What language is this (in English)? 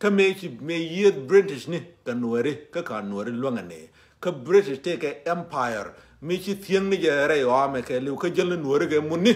Nuer